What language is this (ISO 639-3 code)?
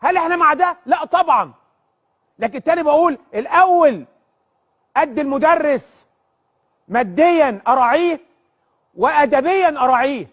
arz